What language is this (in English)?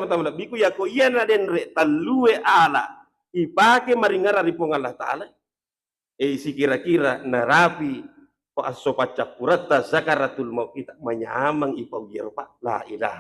Buginese